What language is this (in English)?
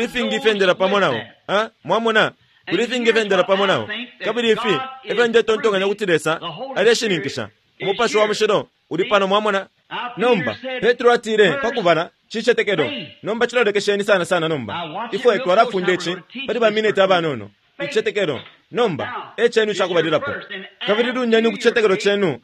Bemba